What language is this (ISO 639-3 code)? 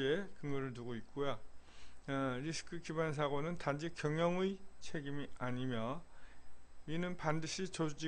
kor